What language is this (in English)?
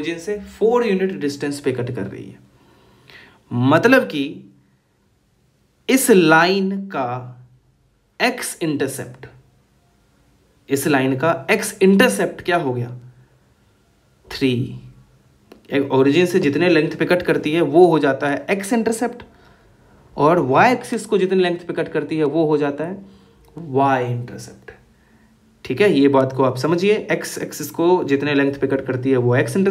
Hindi